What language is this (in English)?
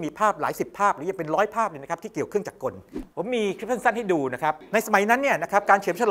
Thai